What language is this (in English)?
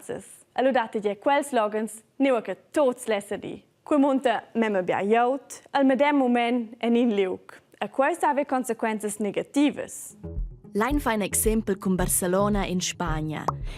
Romansh